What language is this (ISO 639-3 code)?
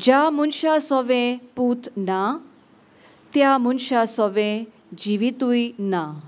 kok